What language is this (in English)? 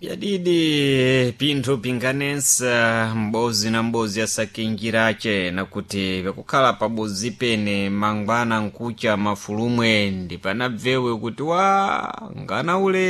Sena